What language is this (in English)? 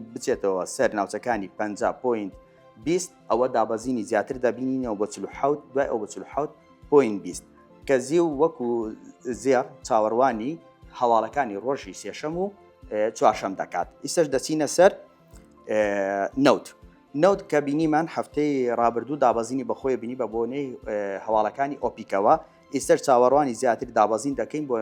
Central Kurdish